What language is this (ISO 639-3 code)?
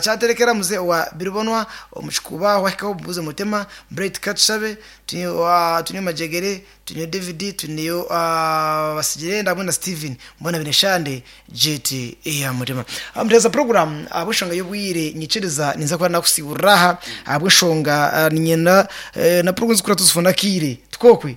nyn